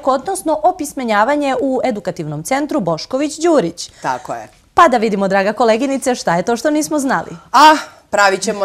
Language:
Serbian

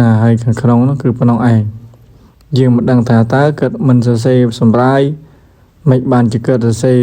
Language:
Khmer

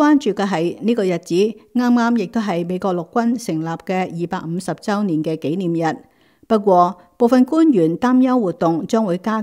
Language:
Cantonese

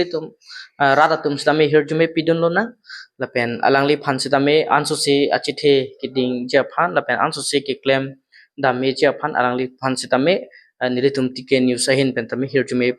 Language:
Karbi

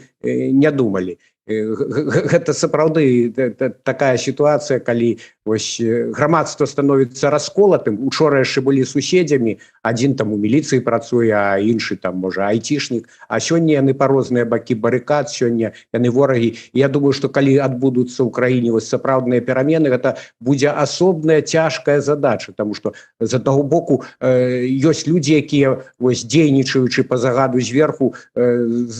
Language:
Belarusian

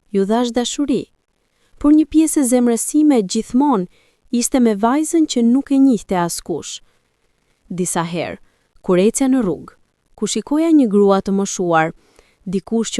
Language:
Albanian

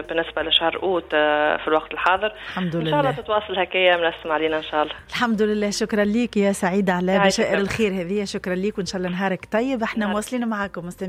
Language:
Tunisian Arabic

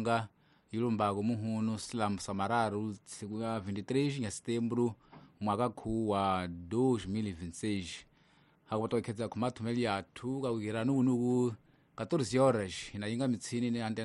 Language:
Tsonga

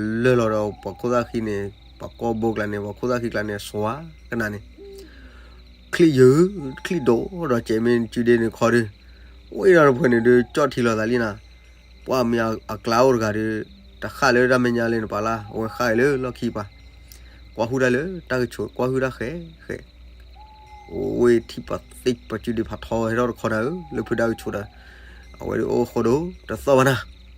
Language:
S'gaw Karen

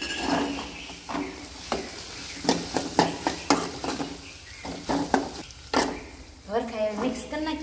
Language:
Gujarati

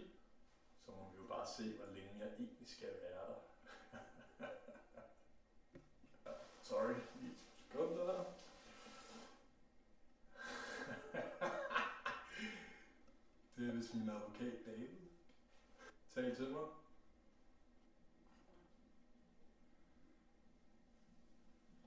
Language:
Danish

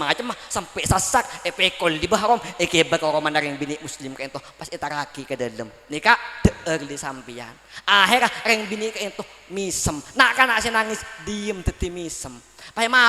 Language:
Madurese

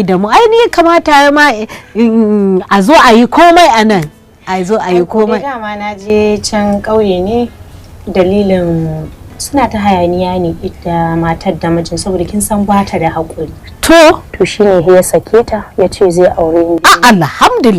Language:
Hausa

